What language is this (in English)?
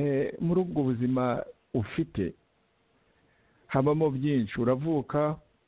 Kinyarwanda